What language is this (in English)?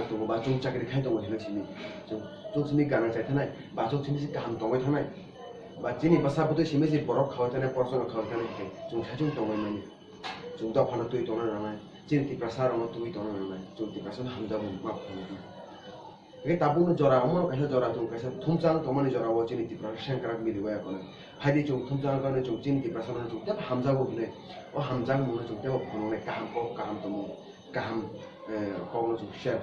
Kok Borok